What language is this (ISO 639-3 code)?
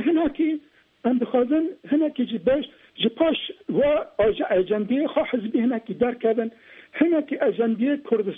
kur